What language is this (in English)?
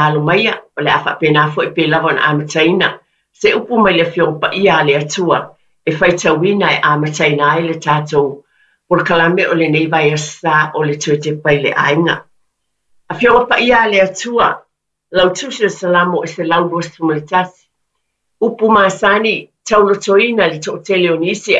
Samoan